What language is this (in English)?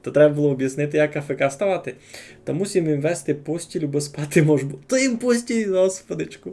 Rusyn